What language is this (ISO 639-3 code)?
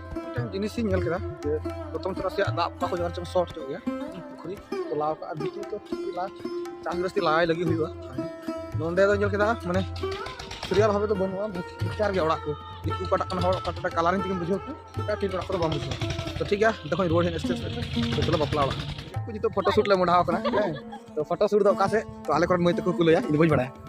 sat